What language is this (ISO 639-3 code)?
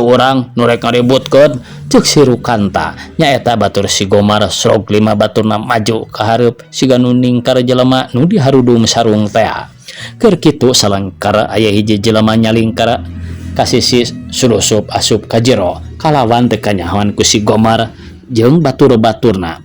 sun